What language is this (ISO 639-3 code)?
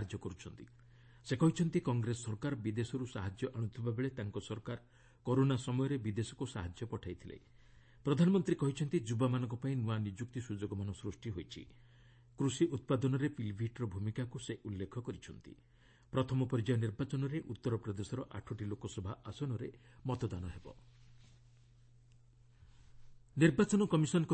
ori